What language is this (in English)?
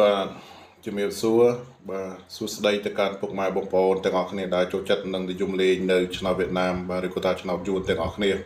Khmer